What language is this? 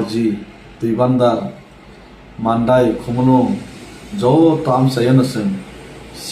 Kok Borok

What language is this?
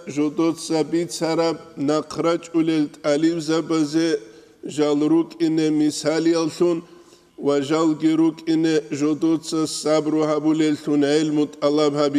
Avaric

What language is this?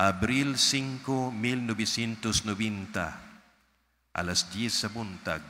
Cebuano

